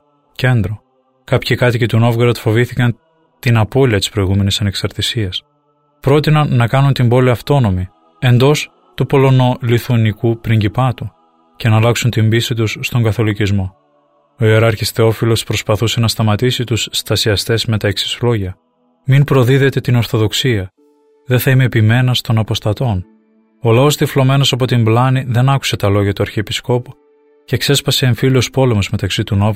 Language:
Greek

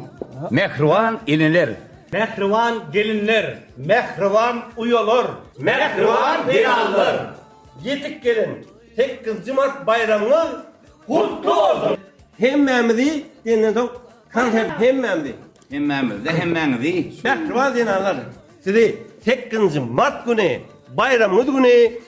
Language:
Turkmen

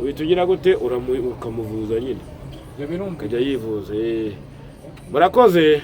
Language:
Kinyarwanda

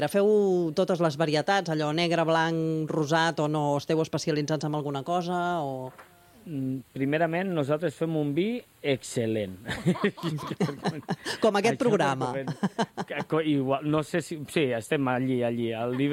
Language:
Catalan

